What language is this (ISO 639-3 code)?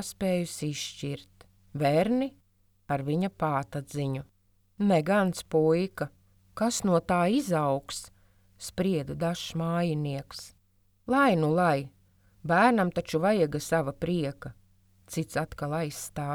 lav